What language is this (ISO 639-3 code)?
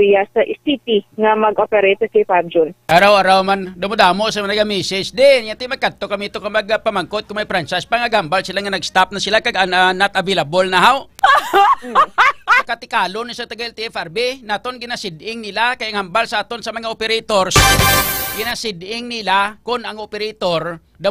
hil